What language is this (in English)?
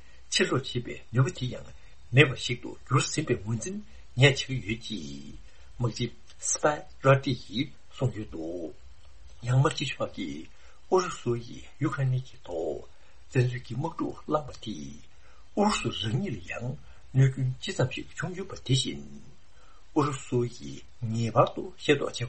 Tibetan